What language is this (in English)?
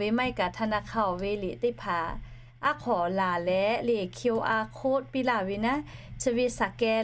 Lahu